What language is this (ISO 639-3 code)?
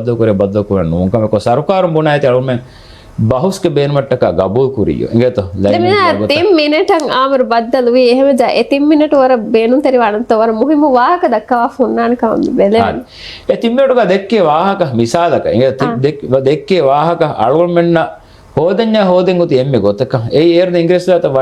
div